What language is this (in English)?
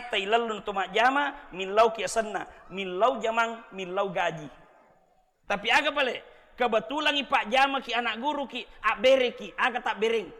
Buginese